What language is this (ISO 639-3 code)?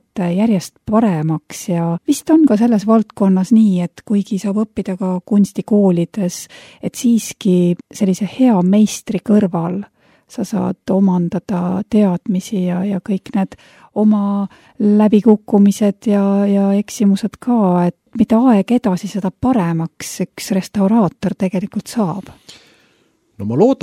est